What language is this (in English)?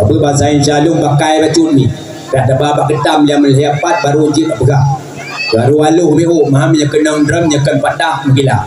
Achinese